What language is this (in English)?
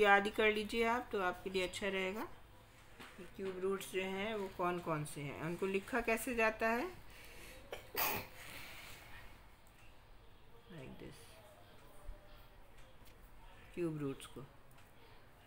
Hindi